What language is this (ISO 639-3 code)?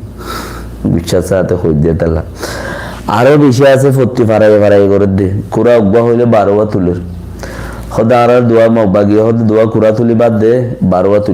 rhg